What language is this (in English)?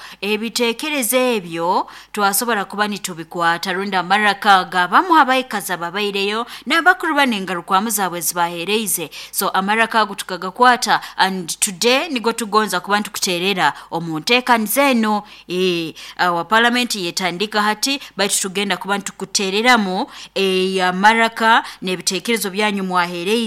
Nyankole